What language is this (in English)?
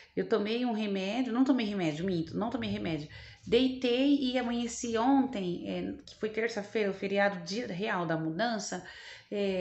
Portuguese